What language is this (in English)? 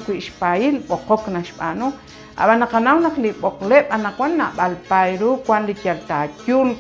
Kekchí